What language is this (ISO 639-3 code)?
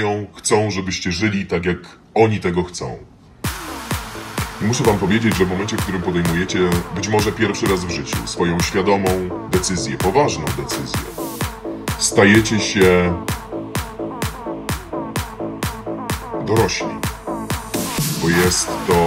pol